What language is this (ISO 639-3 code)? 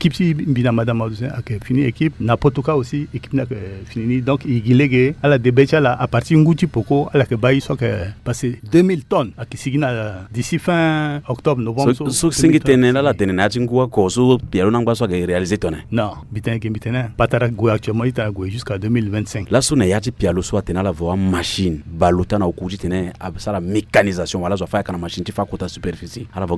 sag